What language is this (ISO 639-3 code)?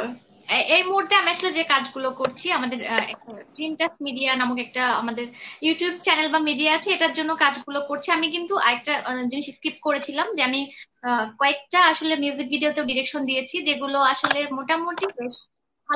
ben